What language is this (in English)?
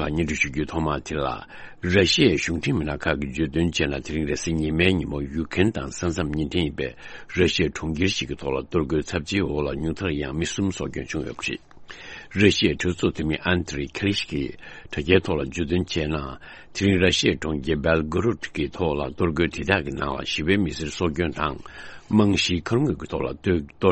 Tibetan